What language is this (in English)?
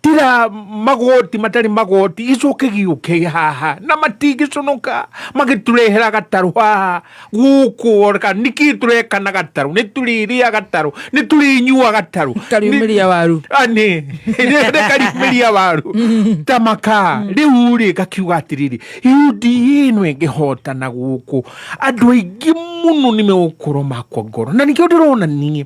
Kikuyu